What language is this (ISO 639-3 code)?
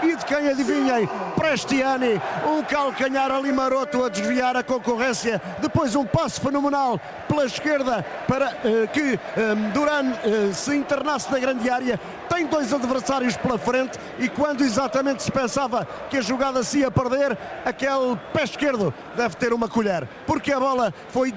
por